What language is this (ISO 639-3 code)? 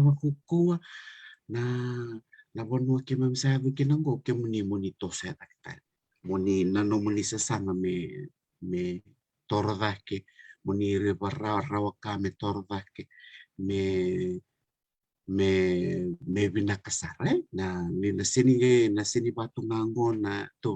fij